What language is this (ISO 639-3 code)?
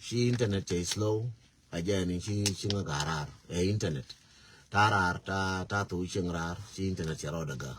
nus